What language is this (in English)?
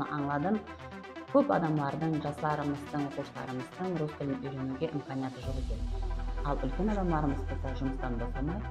Kara-Kalpak